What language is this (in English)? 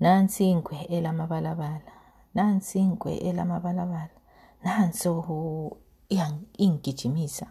North Ndebele